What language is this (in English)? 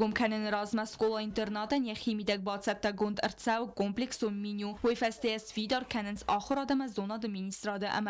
Ossetic